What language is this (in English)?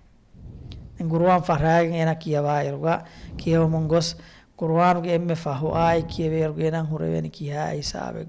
Divehi